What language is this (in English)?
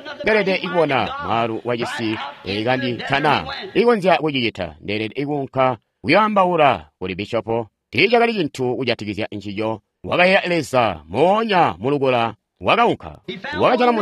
Tonga (Zambia)